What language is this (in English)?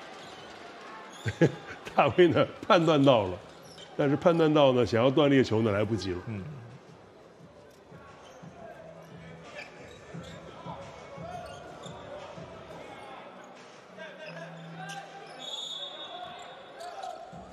Chinese